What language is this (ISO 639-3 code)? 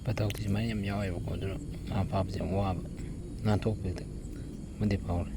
mni